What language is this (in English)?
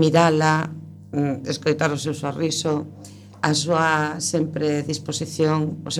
Galician